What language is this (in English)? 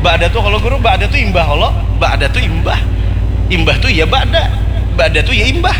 Banjar